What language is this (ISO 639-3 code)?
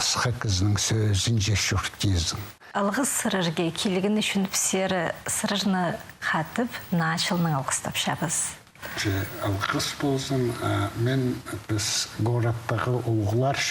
kjh